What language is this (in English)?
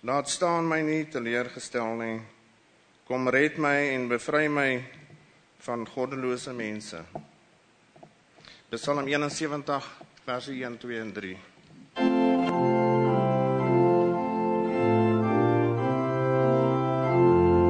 Afrikaans